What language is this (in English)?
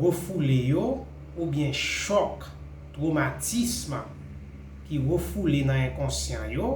Haitian Creole